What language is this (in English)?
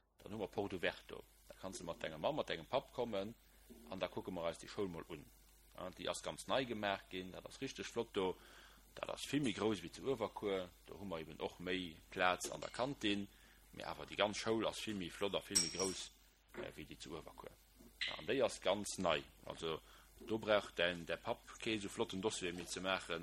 Luxembourgish